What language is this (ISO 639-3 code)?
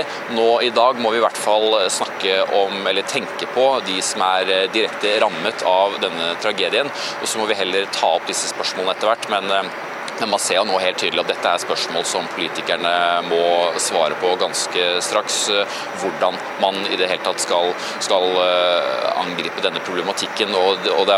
nor